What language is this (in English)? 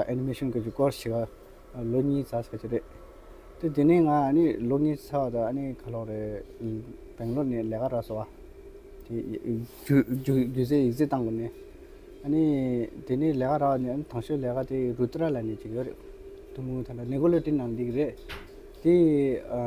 Tibetan